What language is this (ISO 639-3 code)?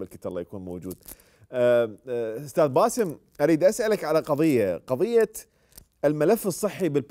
acm